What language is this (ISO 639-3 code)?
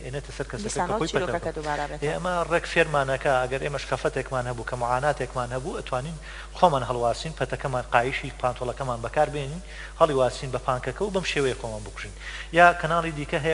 ckb